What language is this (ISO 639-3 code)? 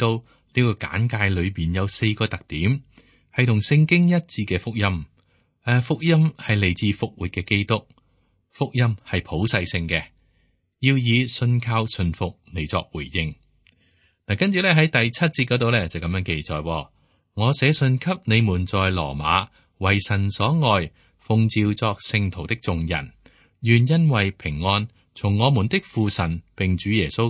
yue